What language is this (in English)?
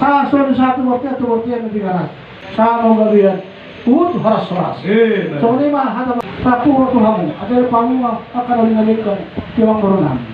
Batak Toba